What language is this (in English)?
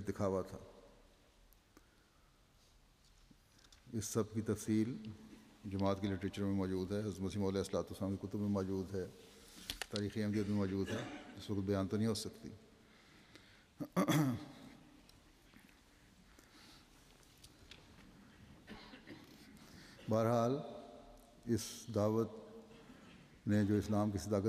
Urdu